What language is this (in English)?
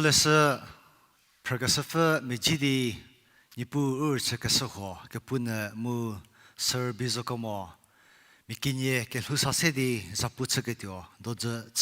Angami Naga